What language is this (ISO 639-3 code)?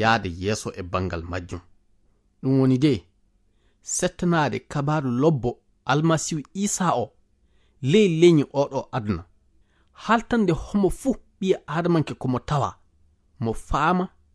ful